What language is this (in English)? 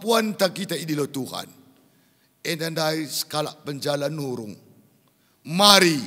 Batak Karo